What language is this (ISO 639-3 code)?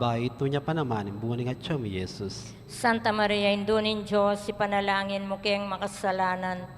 pam